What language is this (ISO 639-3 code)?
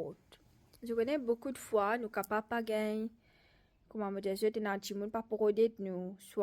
mfe